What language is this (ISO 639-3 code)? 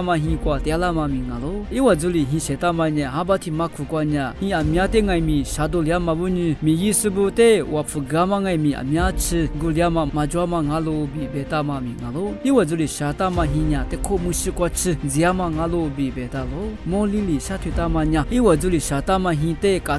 lis